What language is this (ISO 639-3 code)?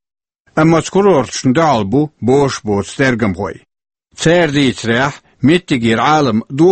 che